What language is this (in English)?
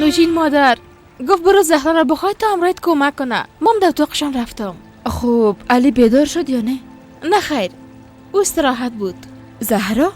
Persian